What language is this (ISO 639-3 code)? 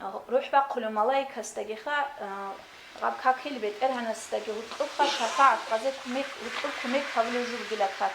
ava